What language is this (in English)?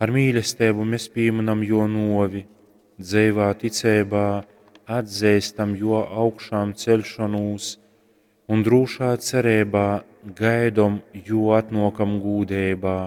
Latgalian